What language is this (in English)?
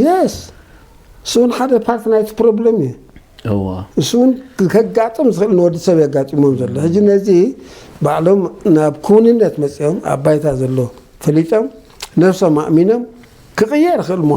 Tigrinya